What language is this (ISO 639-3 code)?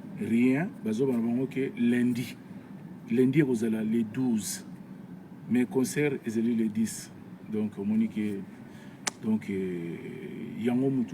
lin